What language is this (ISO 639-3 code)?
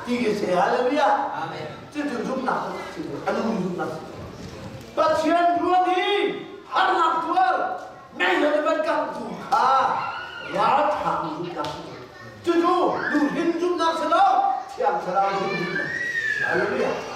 cnh